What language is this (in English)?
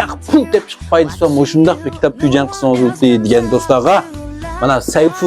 Uyghur